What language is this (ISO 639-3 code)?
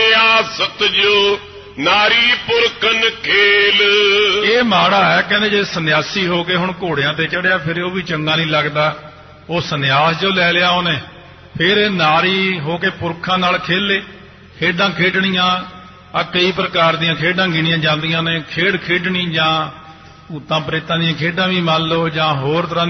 pan